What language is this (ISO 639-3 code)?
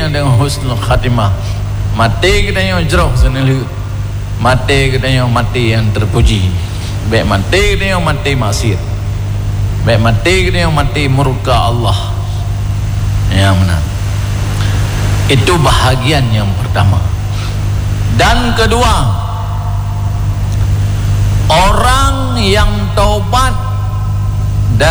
msa